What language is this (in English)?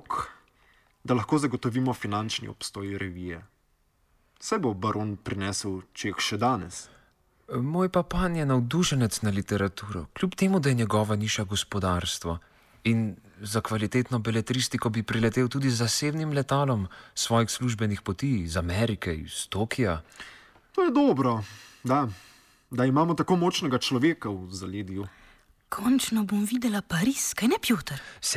Slovenian